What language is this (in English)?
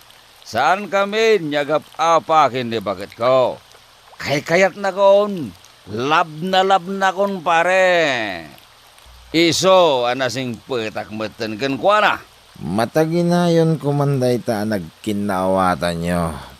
Iloko